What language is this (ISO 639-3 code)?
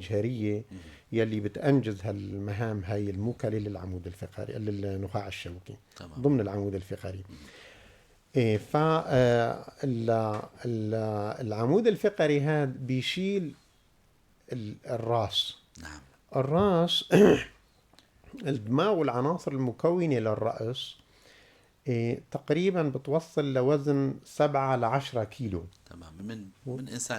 apc